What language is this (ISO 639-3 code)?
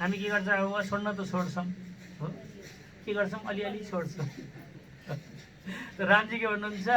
nep